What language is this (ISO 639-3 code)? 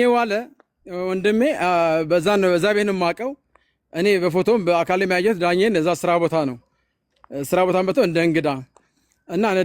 amh